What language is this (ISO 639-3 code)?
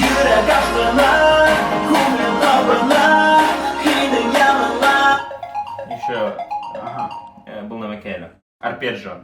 bak